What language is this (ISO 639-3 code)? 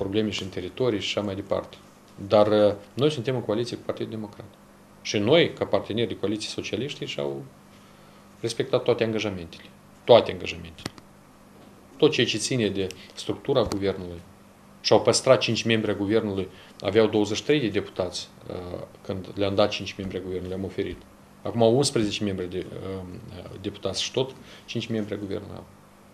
ron